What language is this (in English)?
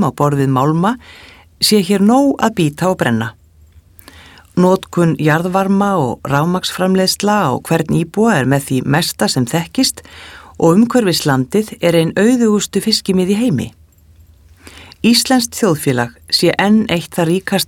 Icelandic